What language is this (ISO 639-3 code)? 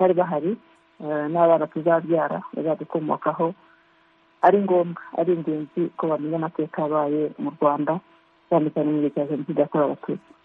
kin